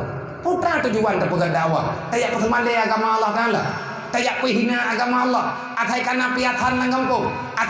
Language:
Achinese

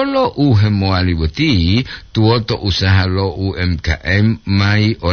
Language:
Gorontalo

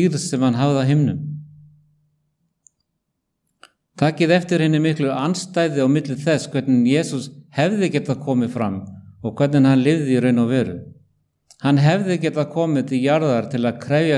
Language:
Icelandic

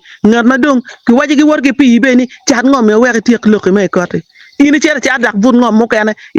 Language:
Acoli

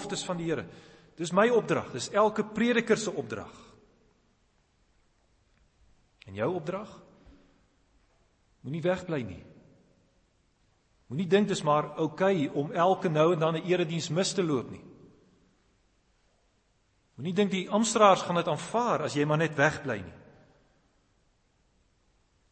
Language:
Afrikaans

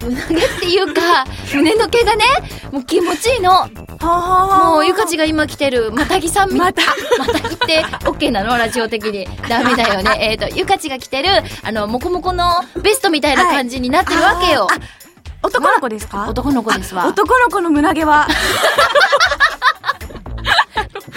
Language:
Japanese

